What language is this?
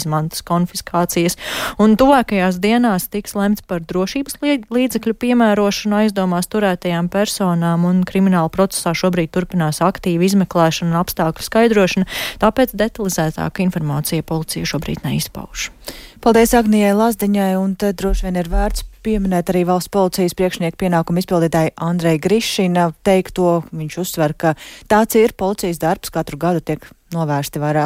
Latvian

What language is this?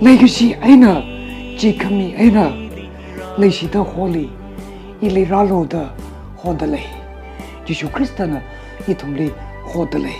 Tangkhul Naga (India)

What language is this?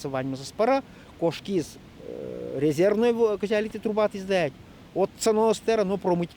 Udmurt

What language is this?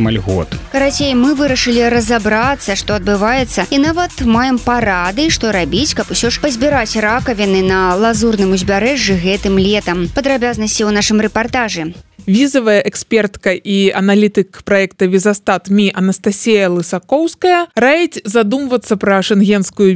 Belarusian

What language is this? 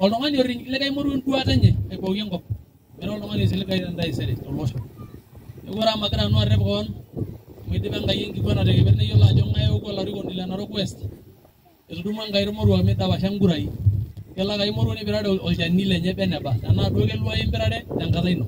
Masai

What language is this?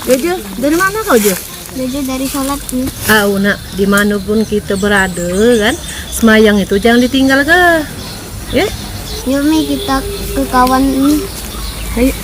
Musi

